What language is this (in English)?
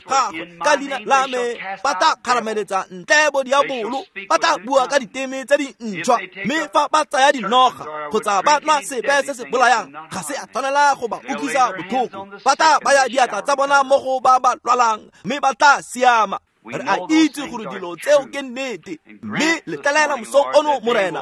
Tswana